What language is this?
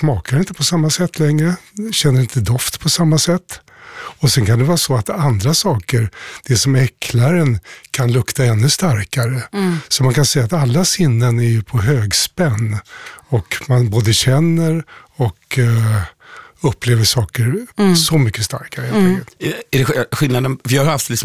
Swedish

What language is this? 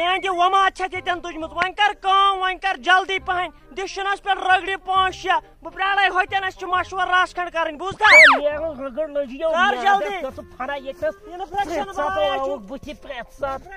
Kashmiri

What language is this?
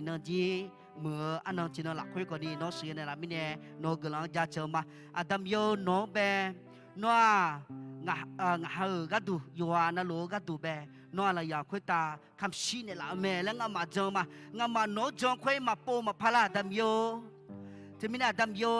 Akha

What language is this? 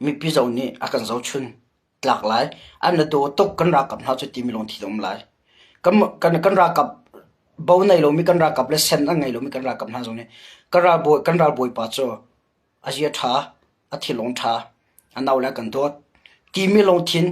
Hakha Chin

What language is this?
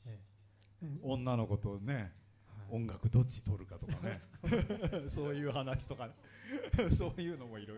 Japanese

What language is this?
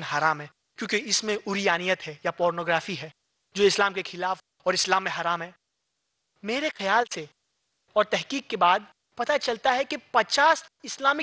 Urdu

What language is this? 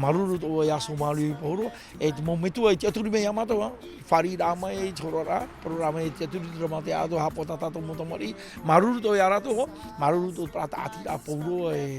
Tahitian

